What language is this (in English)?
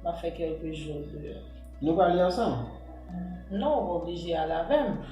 Haitian Creole